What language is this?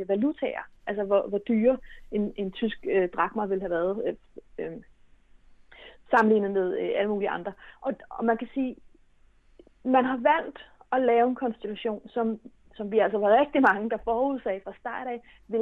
Danish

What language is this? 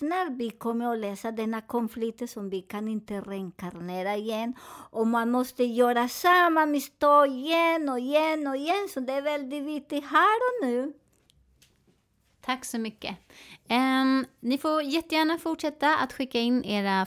Swedish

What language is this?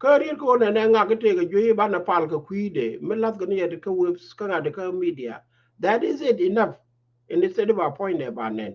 Nuer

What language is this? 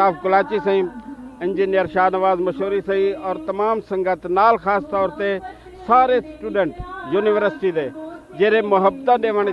Saraiki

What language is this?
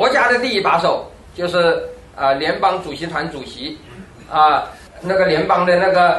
Chinese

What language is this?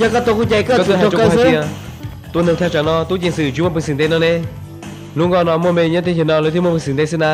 Hmong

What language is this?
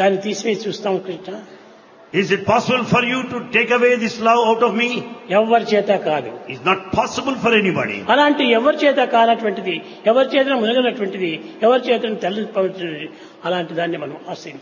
Telugu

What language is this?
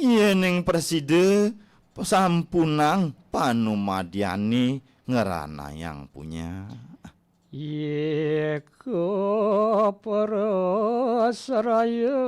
Balinese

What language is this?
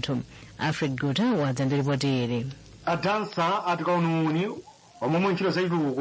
Nyanja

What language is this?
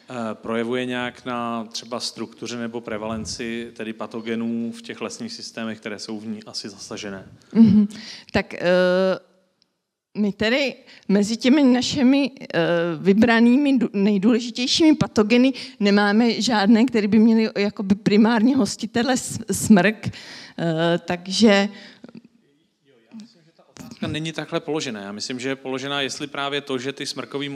Czech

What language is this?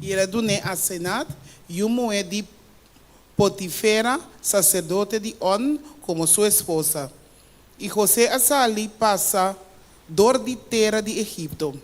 Papiamento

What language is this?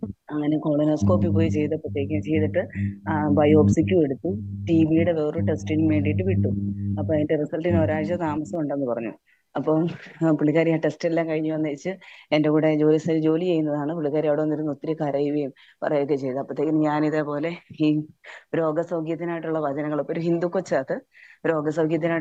Malayalam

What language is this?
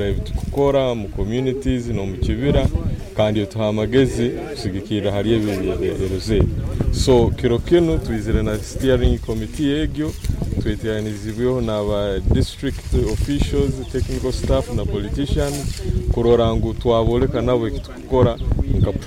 Nyoro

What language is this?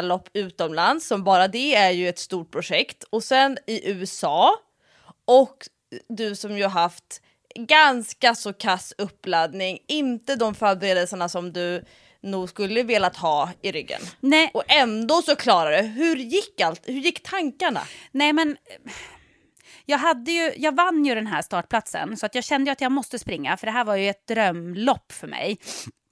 Swedish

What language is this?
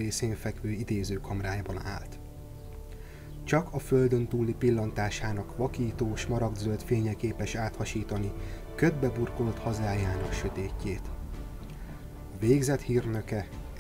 Hungarian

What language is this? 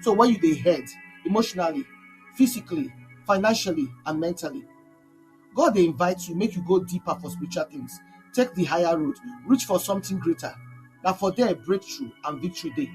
Nigerian Pidgin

